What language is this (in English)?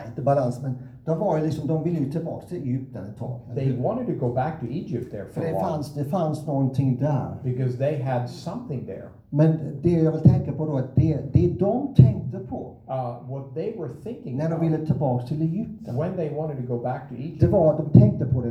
Swedish